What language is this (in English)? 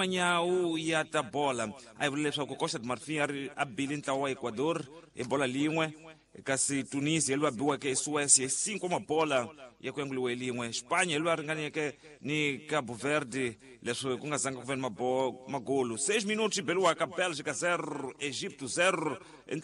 Tsonga